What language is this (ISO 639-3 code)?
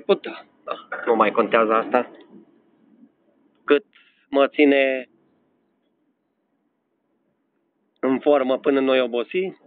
ron